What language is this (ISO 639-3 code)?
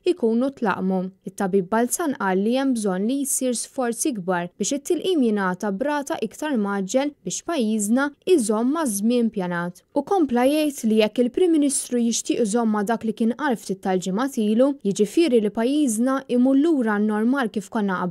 mlt